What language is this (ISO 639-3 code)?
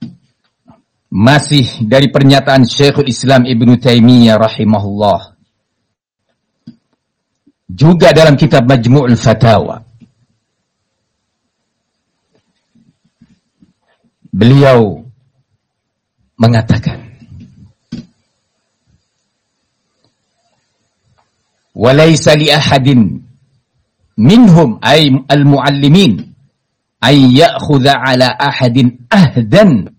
ind